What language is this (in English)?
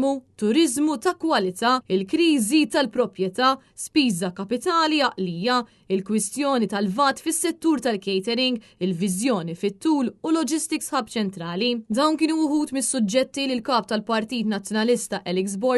Maltese